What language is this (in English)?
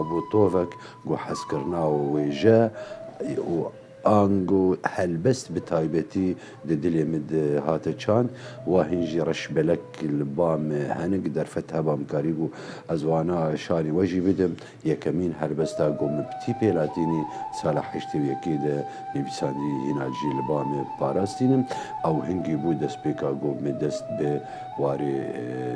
Kurdish